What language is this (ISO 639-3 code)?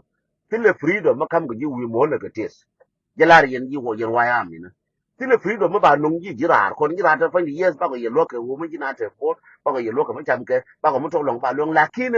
nus